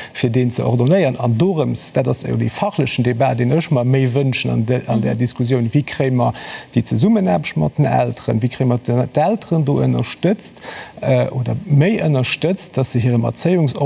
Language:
Luxembourgish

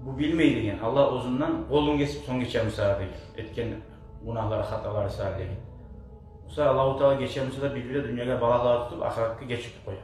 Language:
Kumyk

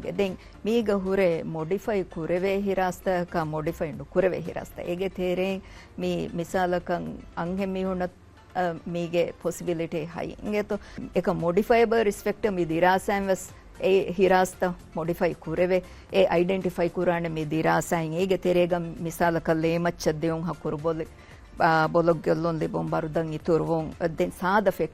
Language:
Divehi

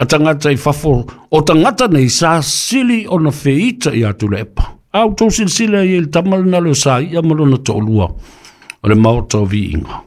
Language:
Samoan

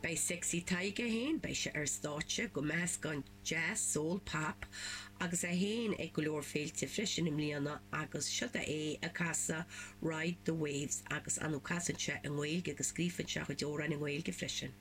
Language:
Irish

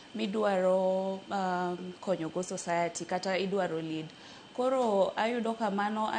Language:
Luo (Kenya and Tanzania)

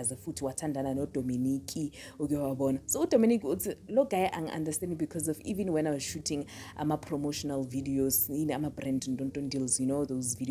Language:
Zulu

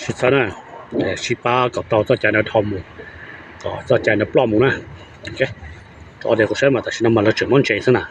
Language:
Hmong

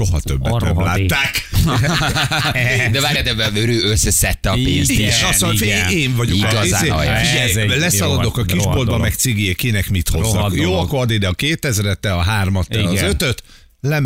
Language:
Hungarian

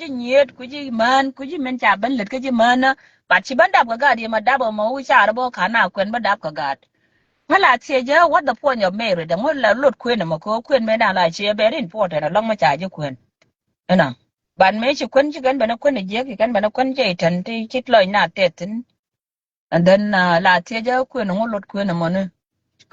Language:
Nuer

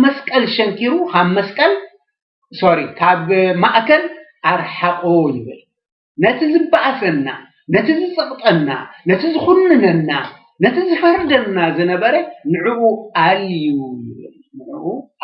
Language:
Tigrinya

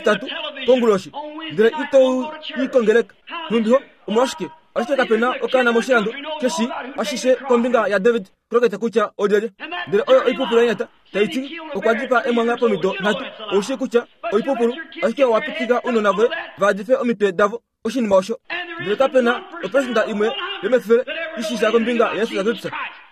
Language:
Kuanyama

